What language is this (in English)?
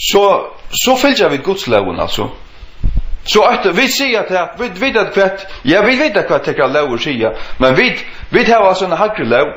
Faroese